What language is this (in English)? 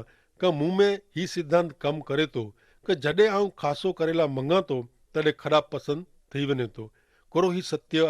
Kachhi